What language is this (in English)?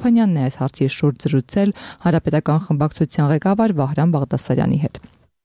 Armenian